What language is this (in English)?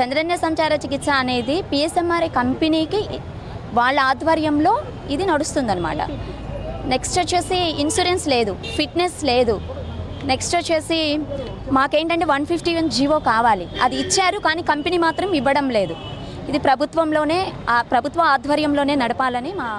Telugu